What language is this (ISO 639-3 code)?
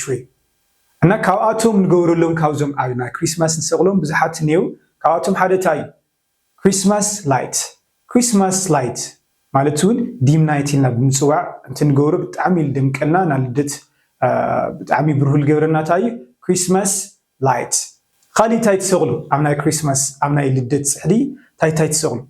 tir